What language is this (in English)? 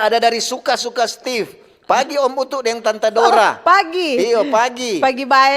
Manado Malay